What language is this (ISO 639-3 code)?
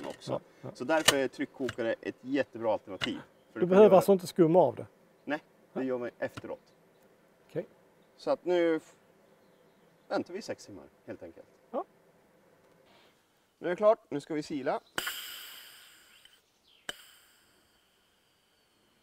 swe